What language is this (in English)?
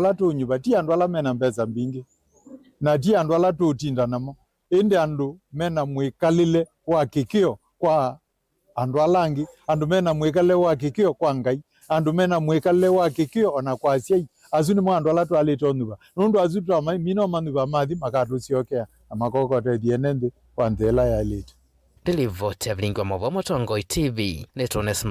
Kamba